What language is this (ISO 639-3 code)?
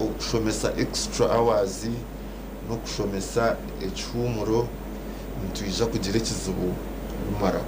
nyn